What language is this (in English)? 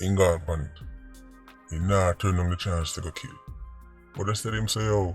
Jamaican Creole English